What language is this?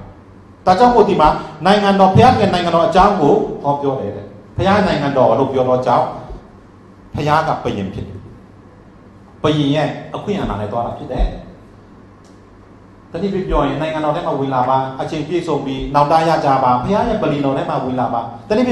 Burmese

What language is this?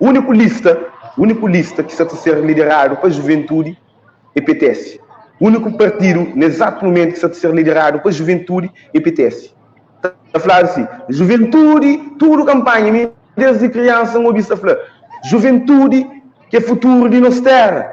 Kabuverdianu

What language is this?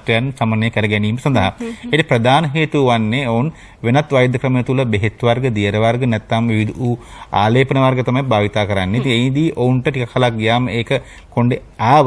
Sinhala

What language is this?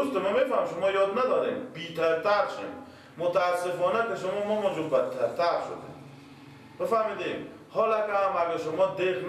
Persian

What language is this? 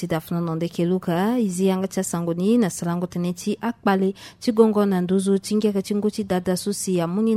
Sango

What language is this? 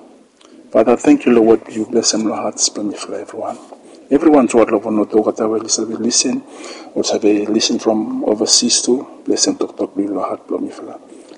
Bislama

